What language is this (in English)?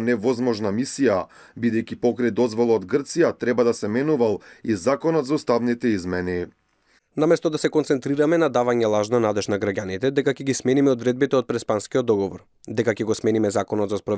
Macedonian